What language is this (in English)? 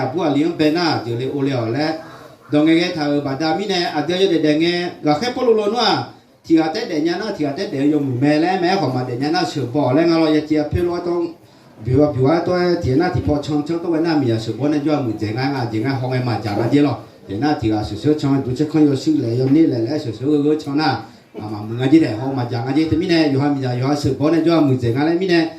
Akha